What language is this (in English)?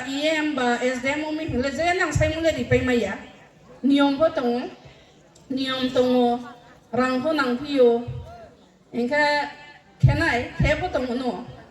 Riang (India)